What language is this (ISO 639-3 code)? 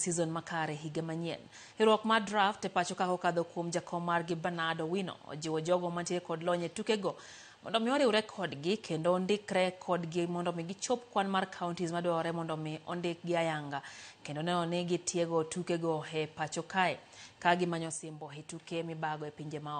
luo